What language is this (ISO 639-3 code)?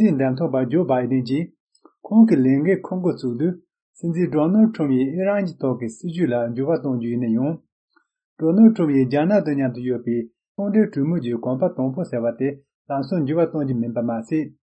bod